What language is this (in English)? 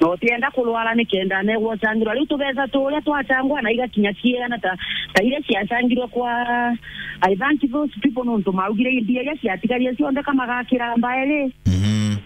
Meru